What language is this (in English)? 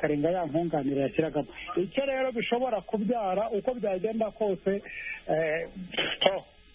Kinyarwanda